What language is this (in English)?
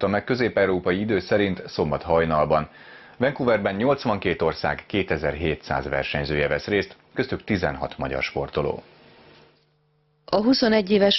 Hungarian